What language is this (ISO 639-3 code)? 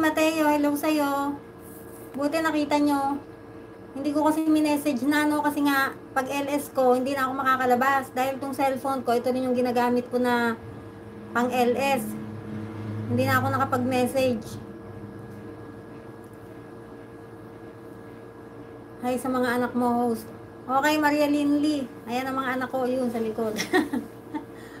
fil